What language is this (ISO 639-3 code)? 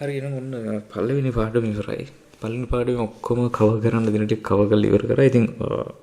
sin